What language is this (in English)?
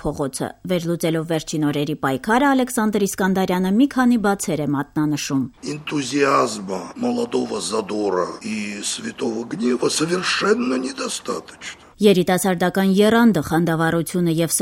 Armenian